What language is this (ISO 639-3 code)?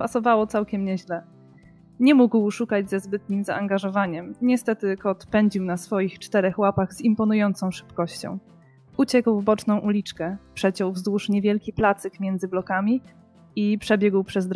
pol